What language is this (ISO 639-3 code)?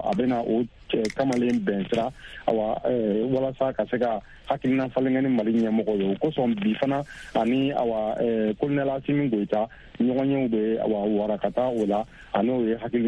bam